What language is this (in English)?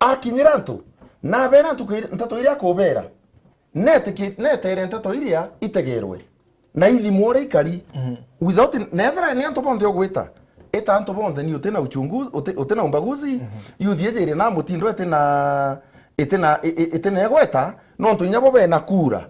Meru